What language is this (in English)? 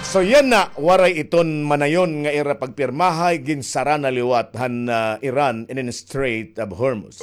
Waray